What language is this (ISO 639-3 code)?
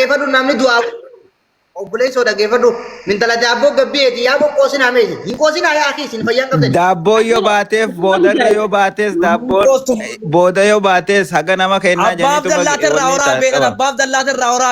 orm